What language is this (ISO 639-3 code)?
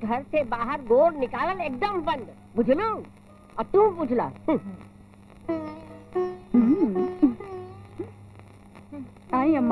bho